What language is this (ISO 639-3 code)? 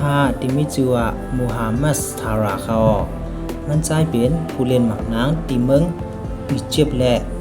shn